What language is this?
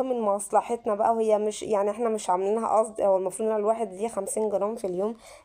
Egyptian Arabic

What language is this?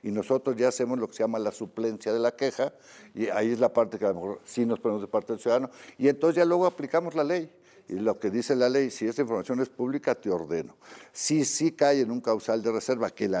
Spanish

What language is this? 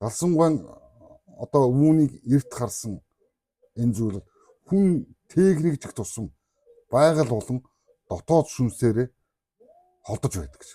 Mongolian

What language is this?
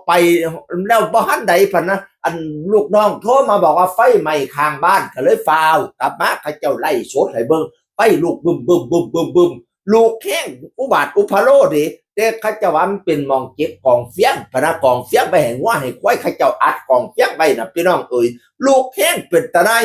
Northeastern Thai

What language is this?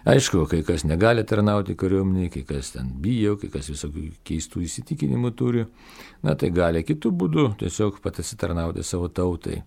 Lithuanian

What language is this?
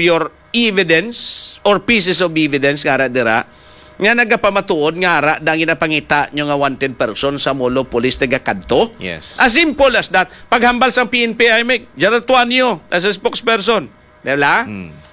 Hiligaynon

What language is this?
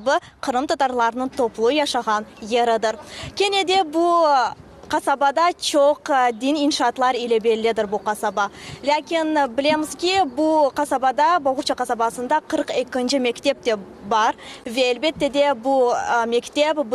Crimean Tatar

